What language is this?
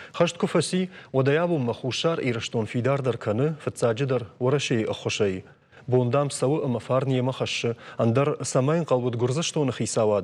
Ossetic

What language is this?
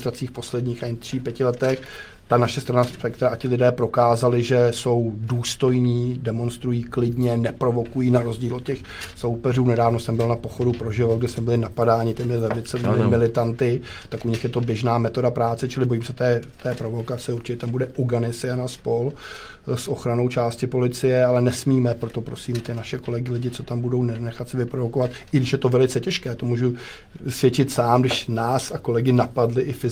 Czech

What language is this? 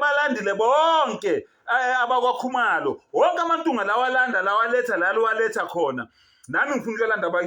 Zulu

